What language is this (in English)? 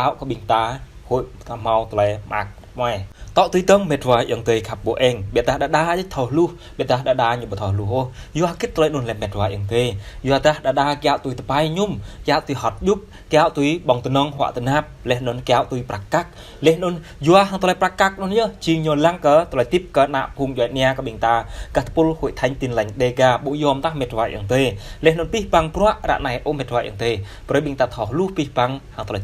Jarai